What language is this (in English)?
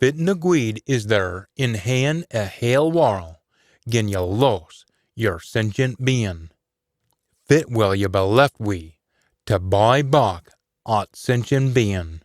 Scots